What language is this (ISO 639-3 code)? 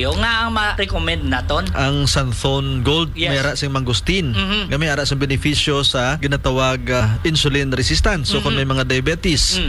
hil